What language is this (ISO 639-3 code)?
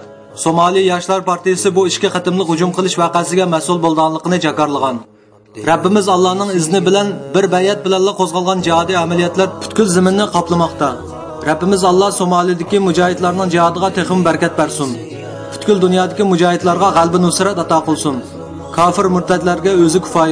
uig